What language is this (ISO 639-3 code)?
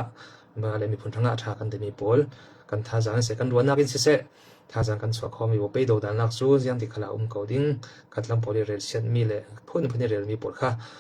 cfm